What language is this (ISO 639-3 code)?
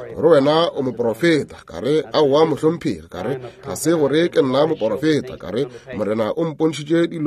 nso